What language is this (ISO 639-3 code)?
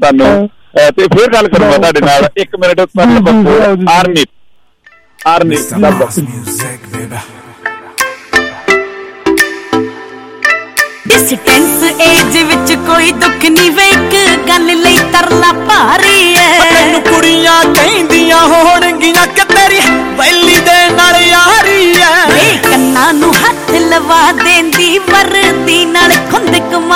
pan